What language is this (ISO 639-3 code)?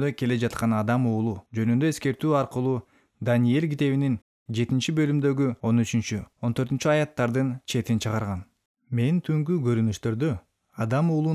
kir